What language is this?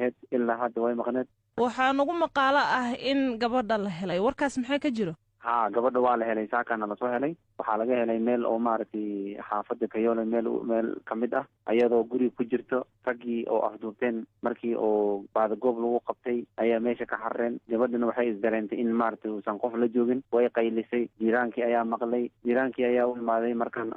Somali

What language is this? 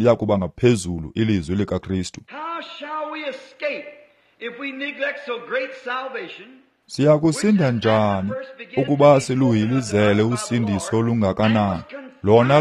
Xhosa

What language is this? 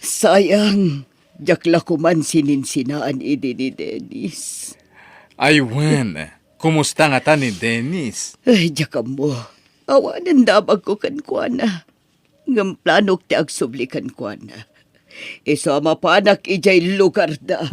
Iloko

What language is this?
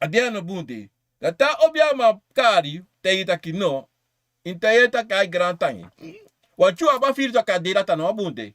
Sranan Tongo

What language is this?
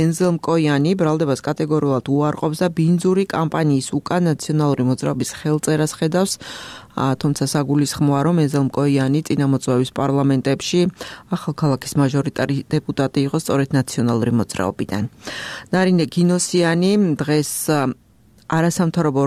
Georgian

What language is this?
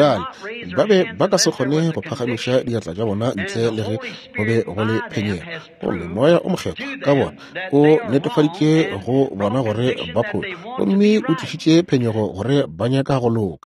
Northern Sotho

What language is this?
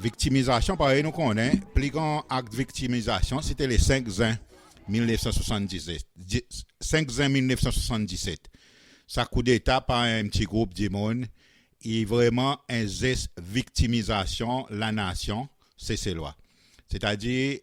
Seselwa Creole French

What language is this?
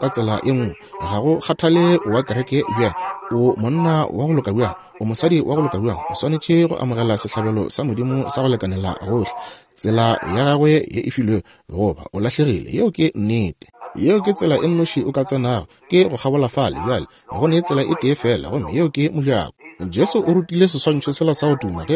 Northern Sotho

